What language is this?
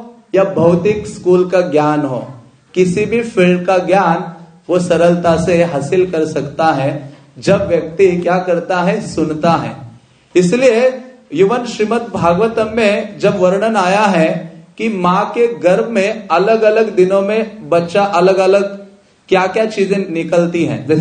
Hindi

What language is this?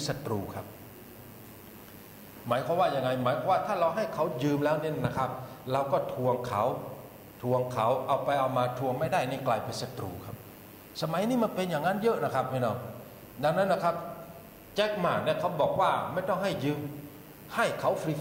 Thai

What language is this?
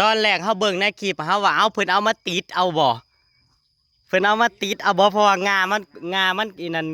Northeastern Thai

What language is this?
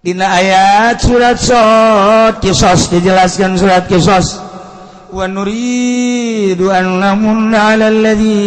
Sundanese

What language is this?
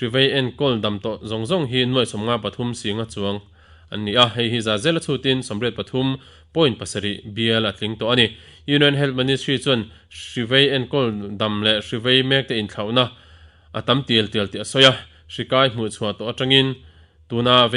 Mizo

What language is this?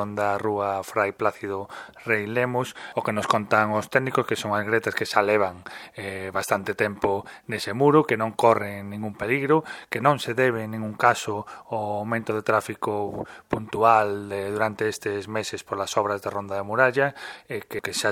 Galician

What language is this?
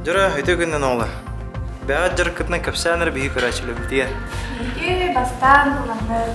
Yakut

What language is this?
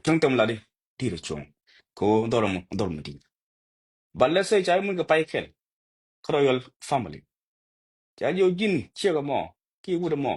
Nuer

